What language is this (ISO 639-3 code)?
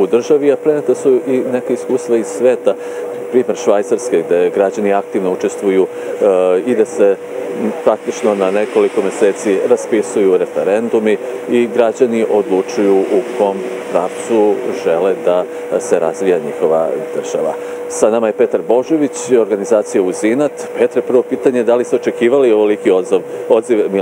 srp